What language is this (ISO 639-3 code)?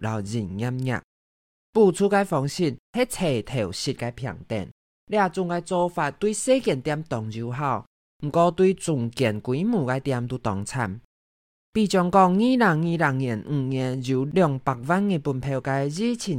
hak